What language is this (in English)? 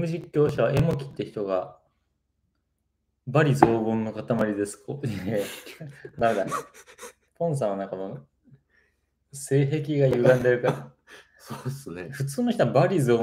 Japanese